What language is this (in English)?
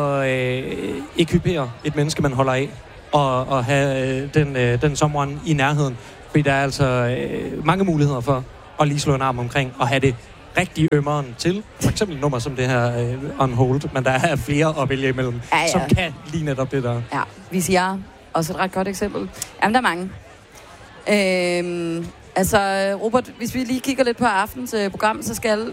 Danish